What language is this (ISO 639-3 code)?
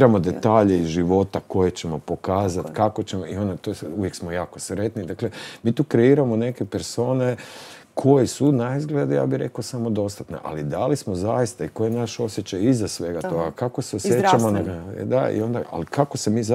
hrv